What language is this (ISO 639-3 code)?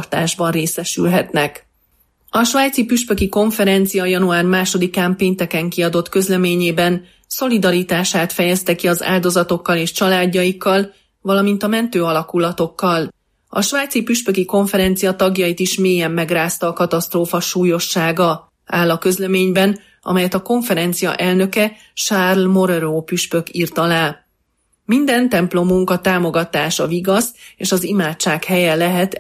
hun